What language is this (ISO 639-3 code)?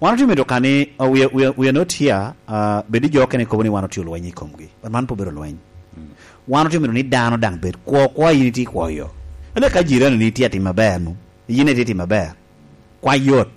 laj